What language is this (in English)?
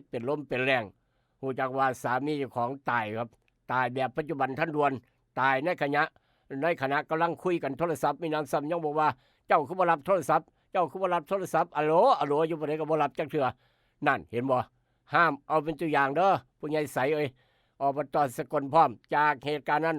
Northeastern Thai